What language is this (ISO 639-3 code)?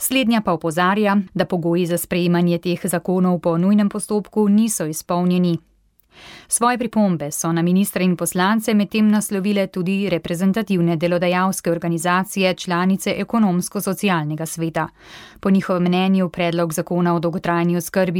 slv